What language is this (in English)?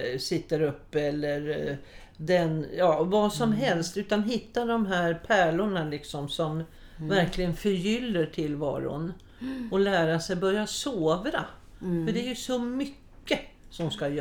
Swedish